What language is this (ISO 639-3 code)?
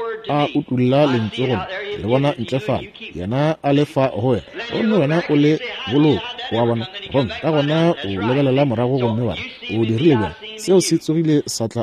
nso